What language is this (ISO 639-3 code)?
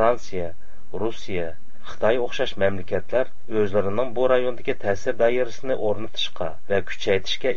uig